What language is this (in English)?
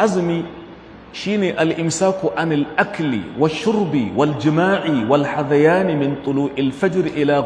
Hausa